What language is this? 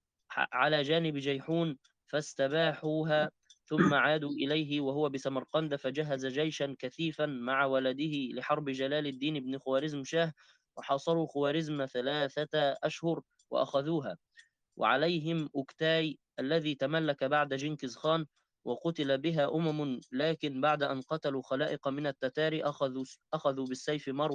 Arabic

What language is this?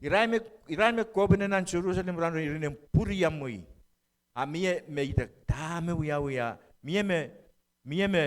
Pohnpeian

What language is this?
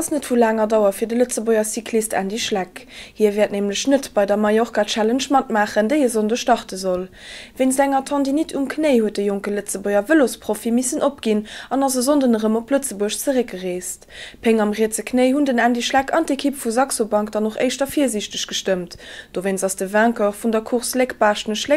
Luxembourgish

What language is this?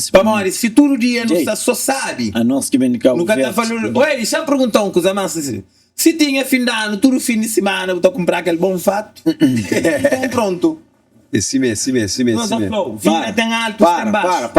Kabuverdianu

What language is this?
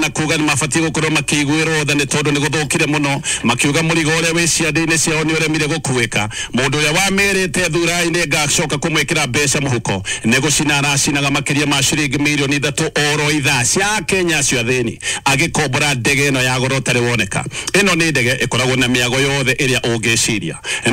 Kikuyu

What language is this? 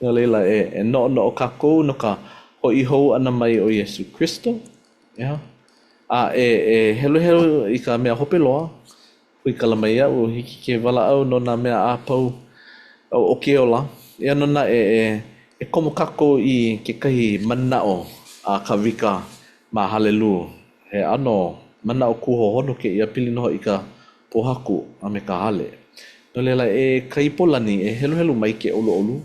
Hawaiian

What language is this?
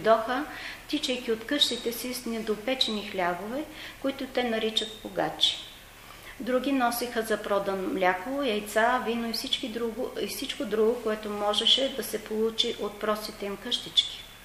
Bulgarian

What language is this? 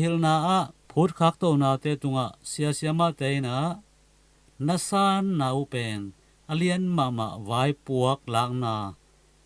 Tedim Chin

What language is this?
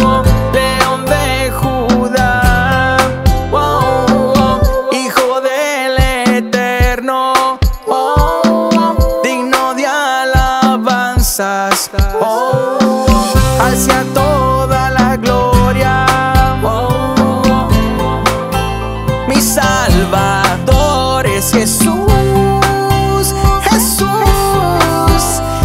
Spanish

